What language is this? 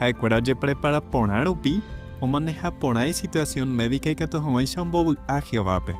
Guarani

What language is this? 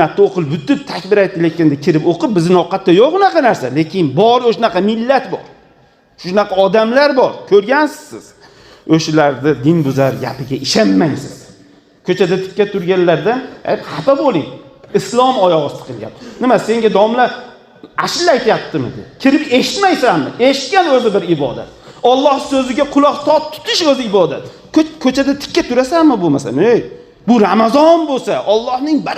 Uzbek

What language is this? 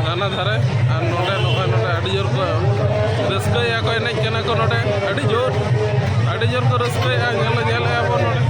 Santali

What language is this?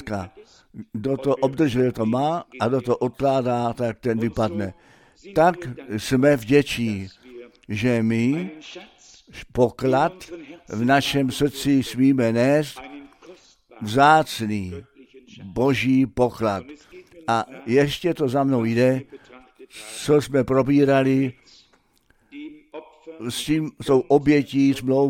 Czech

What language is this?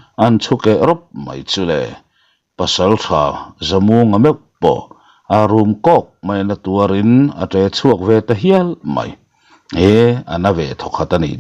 Mizo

